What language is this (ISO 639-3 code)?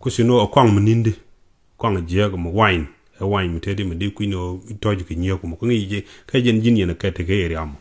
nus